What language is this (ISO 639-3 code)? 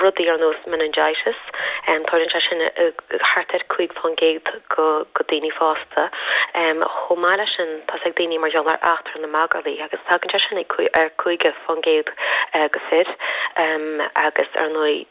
gle